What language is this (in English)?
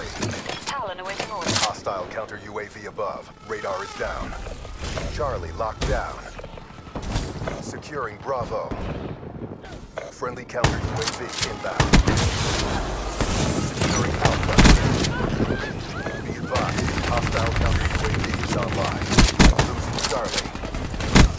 English